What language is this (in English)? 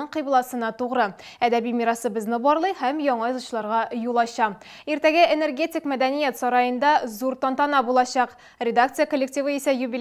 Tatar